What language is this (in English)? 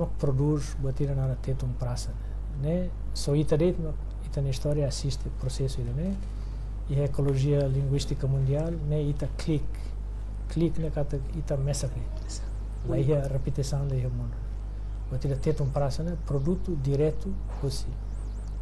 Tetum